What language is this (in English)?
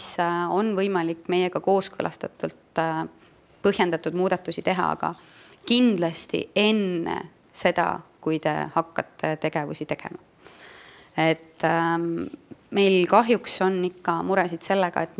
Estonian